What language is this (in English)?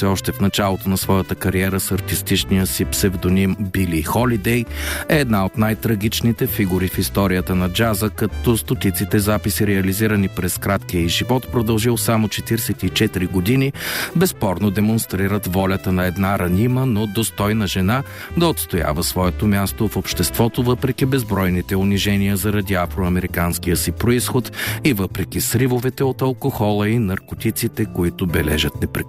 Bulgarian